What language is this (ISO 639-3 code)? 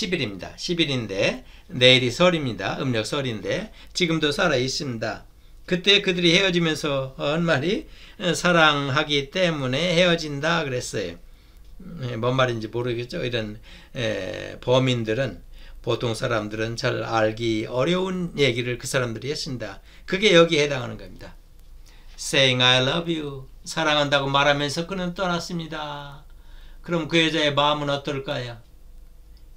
kor